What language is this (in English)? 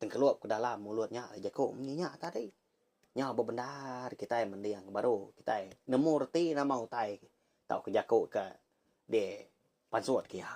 Iban